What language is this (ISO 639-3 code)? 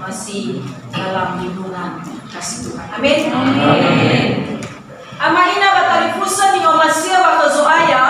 nia